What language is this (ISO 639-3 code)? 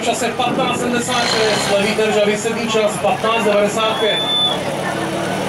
ces